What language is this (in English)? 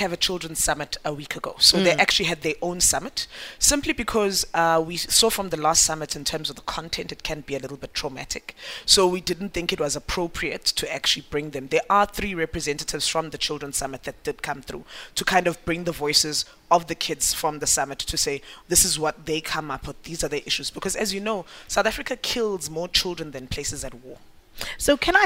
English